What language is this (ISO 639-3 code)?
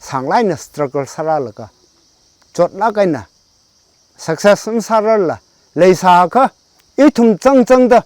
nmf